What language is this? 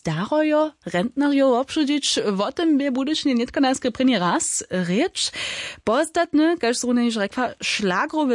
Upper Sorbian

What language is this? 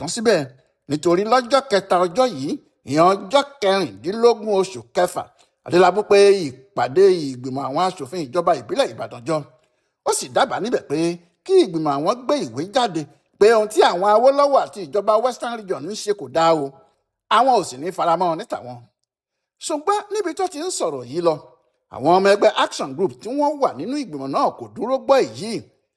Yoruba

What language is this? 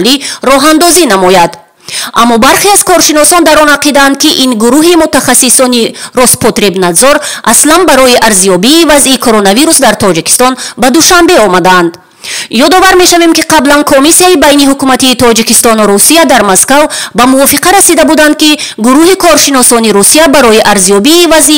Tajik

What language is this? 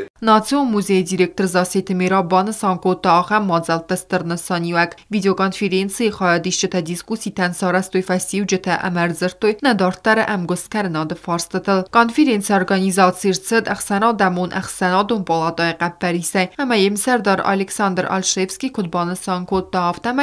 Ossetic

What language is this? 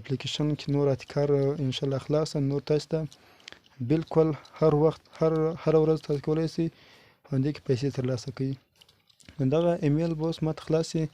Pashto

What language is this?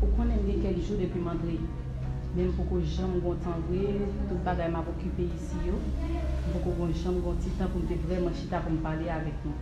Haitian Creole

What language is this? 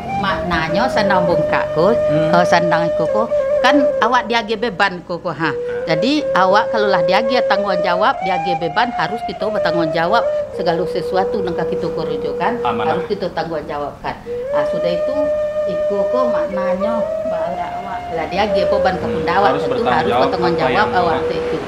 Minangkabau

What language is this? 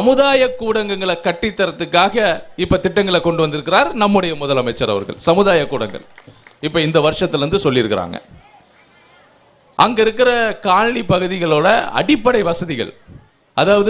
Tamil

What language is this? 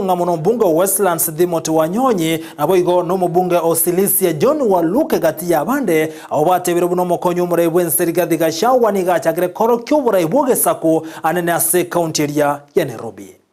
Gusii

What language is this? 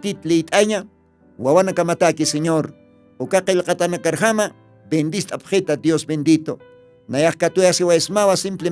Aymara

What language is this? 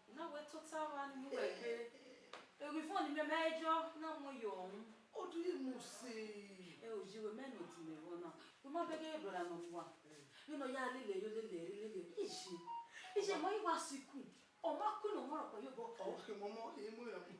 Bini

